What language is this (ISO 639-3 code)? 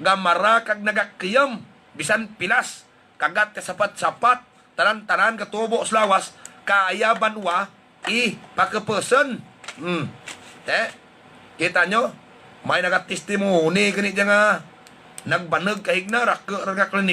hil